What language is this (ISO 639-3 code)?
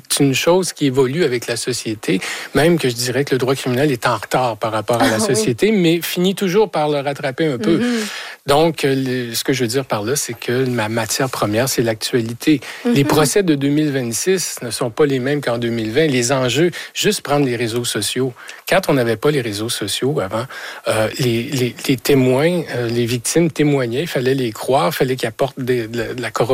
fra